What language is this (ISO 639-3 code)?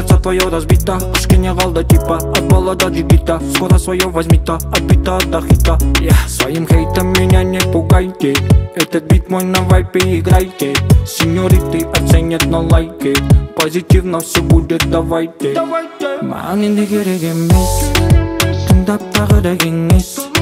kaz